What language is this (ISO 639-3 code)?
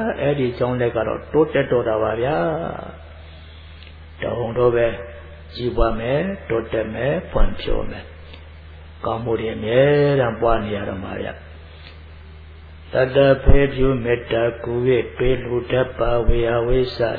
mya